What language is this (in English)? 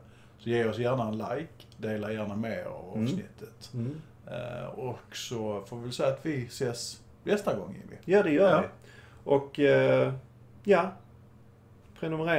Swedish